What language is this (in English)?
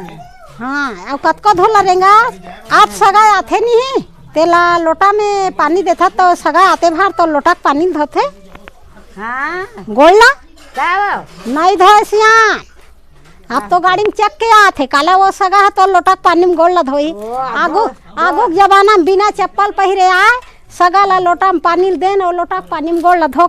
Chhattisgarhi